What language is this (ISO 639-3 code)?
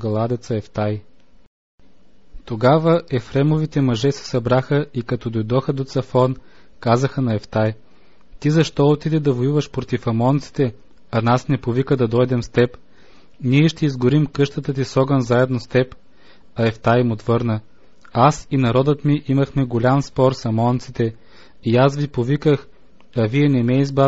bul